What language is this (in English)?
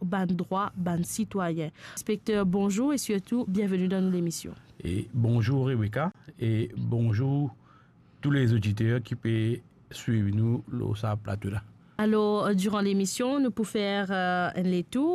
Morisyen